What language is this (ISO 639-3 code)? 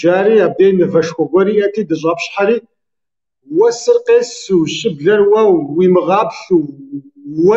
kbd